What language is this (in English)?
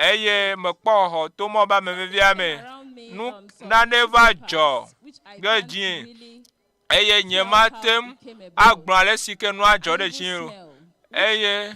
Ewe